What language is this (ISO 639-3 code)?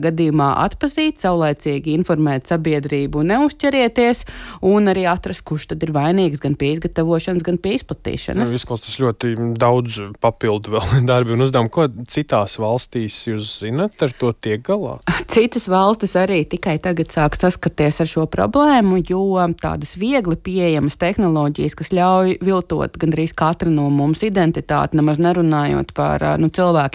lav